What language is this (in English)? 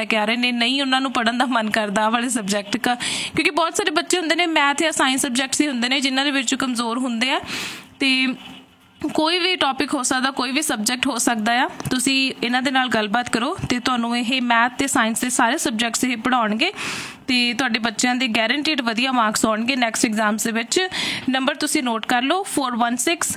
Punjabi